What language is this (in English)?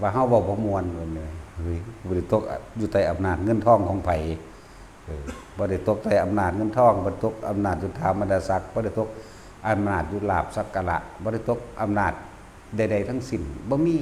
Northeastern Thai